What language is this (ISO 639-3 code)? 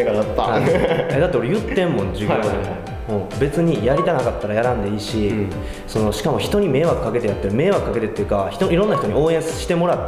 jpn